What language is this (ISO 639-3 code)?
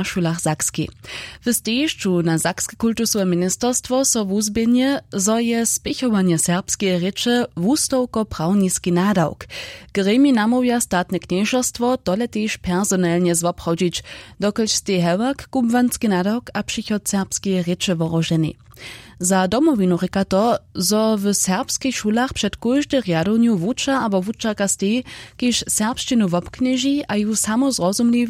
hsb